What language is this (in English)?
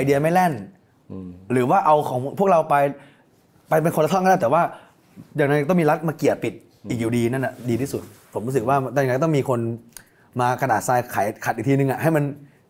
Thai